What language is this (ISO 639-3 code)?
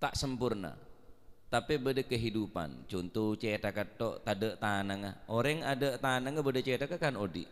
mad